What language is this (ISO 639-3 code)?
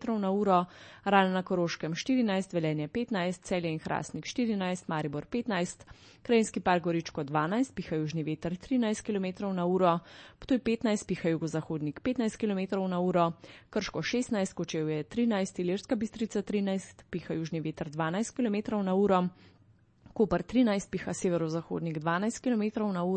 slv